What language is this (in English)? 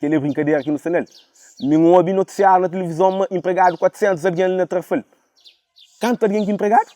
Kabuverdianu